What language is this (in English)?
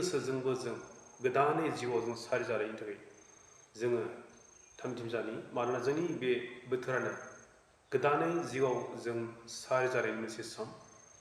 Bodo